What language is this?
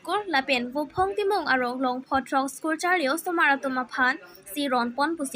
Karbi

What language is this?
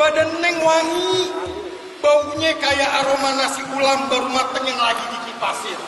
Betawi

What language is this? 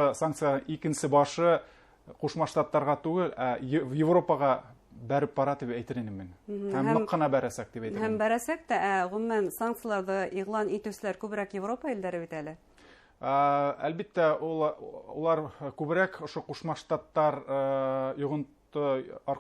Bashkir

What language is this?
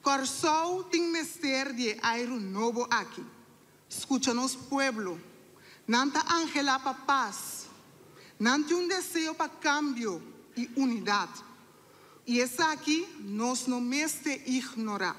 Papiamento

